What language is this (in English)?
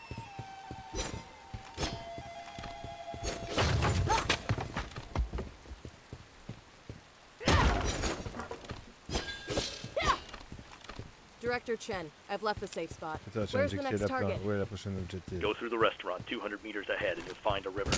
English